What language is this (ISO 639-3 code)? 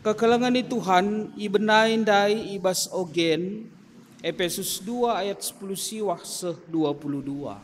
btx